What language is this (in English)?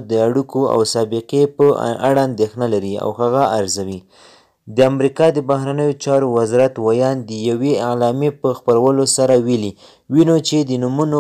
Pashto